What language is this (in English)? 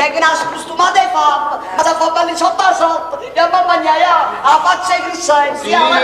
Neapolitan